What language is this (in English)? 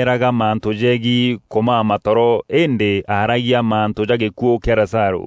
Meru